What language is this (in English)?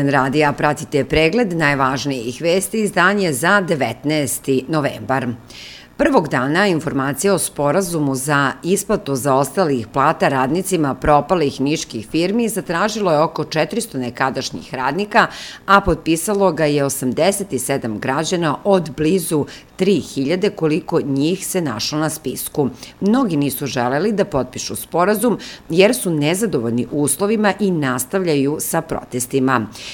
Serbian